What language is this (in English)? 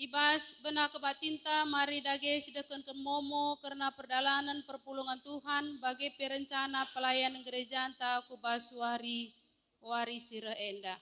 Batak Karo